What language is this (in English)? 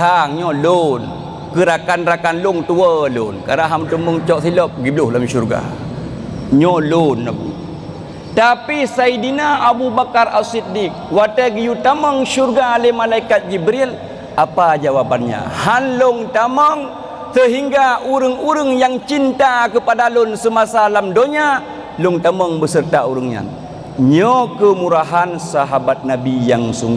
Achinese